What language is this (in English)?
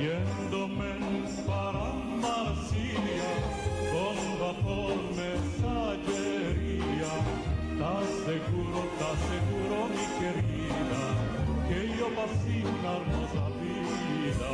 Ladino